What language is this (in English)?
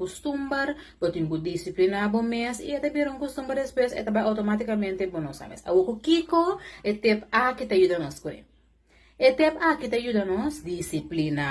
Papiamento